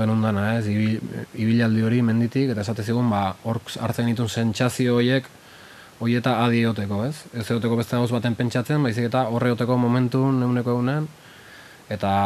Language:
Basque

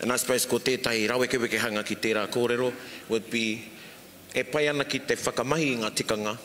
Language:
Māori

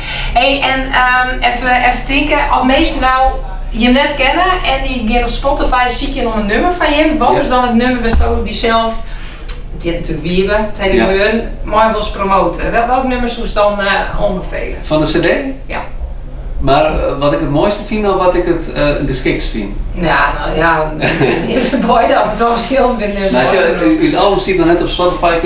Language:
Western Frisian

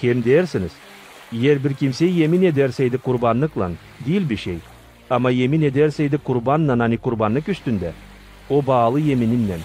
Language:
Gagauz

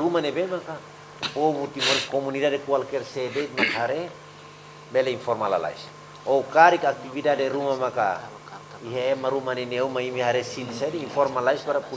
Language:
Tetum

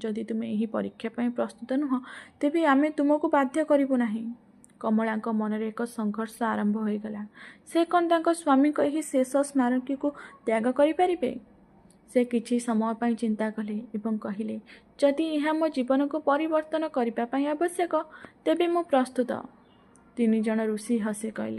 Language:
Odia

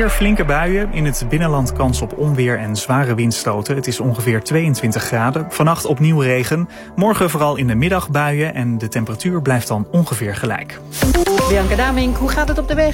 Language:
Dutch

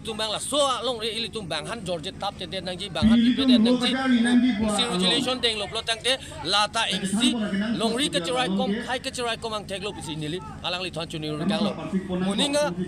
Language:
Karbi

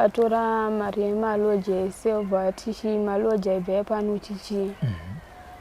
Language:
Shona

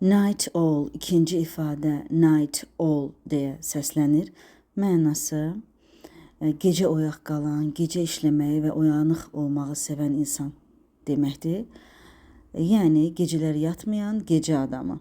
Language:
Azerbaijani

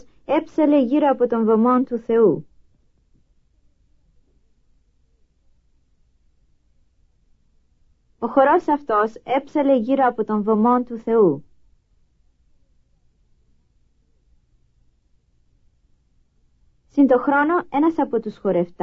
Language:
Greek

